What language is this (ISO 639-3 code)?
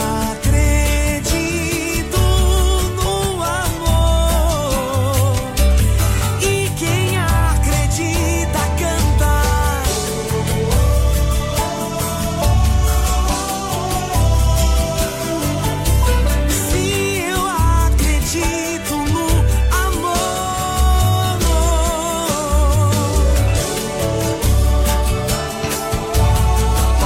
por